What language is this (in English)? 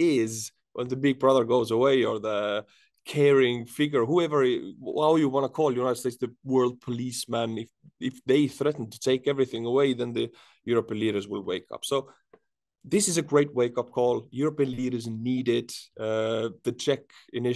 English